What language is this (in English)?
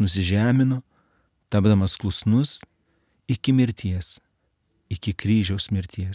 Lithuanian